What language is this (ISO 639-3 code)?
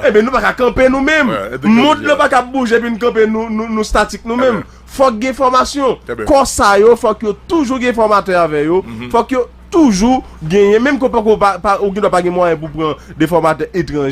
hat